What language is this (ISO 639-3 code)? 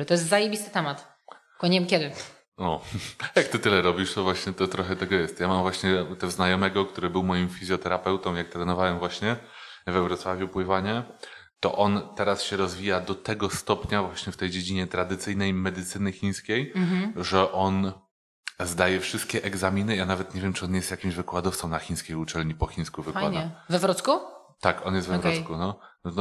pol